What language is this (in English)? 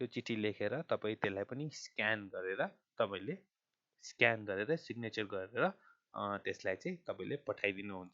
Nepali